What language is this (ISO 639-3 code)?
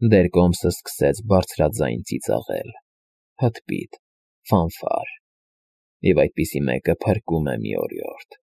hye